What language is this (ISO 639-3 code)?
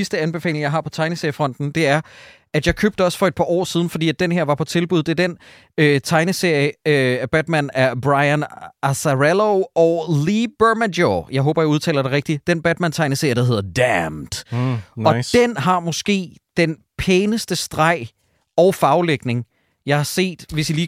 dan